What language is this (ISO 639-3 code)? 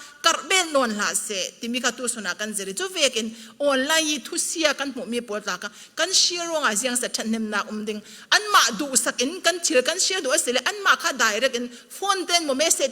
cfm